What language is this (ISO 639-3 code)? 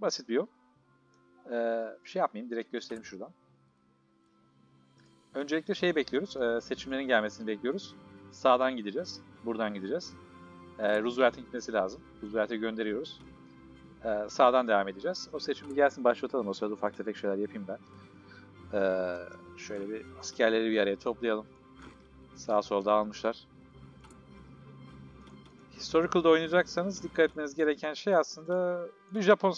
tur